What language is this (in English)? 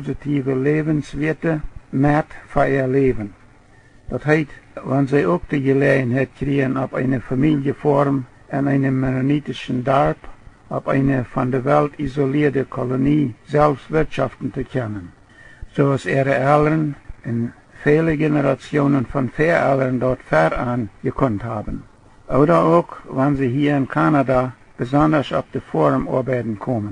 Plautdietsch